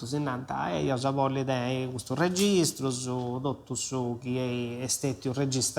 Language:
Sardinian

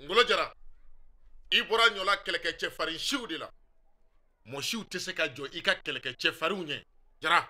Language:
Bambara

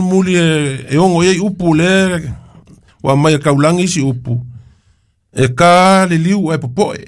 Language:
Samoan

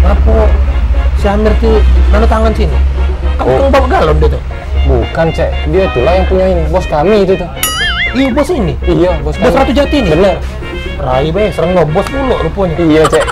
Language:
Musi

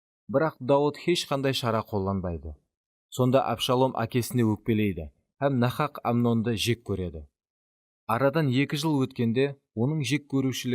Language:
Kara-Kalpak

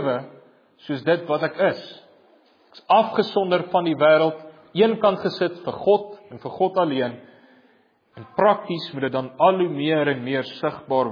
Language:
Afrikaans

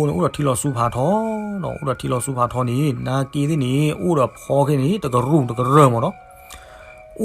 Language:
S'gaw Karen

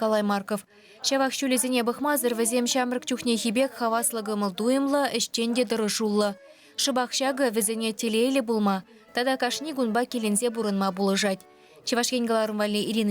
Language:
Chuvash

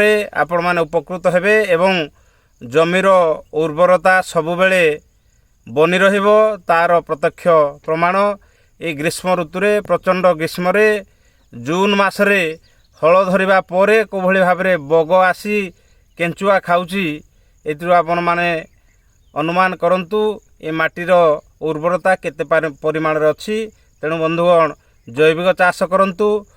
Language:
Odia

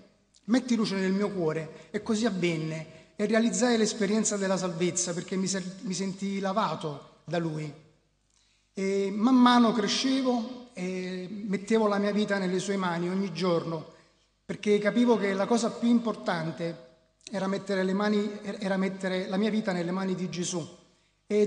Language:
Italian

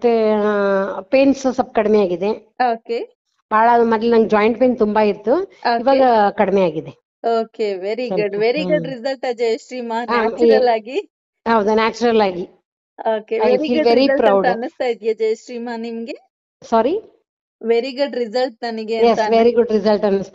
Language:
Kannada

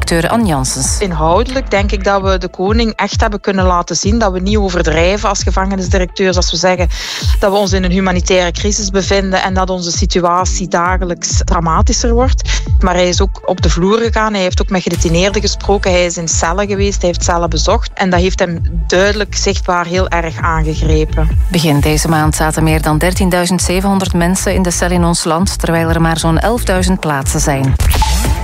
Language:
Dutch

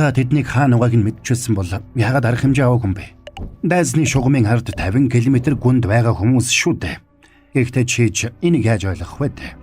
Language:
Mongolian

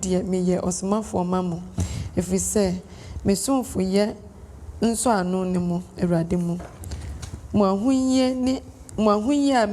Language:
Akan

